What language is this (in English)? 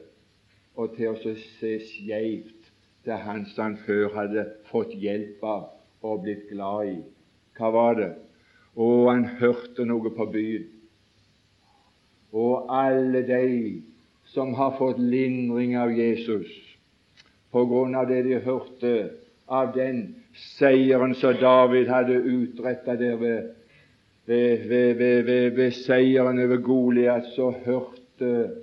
Norwegian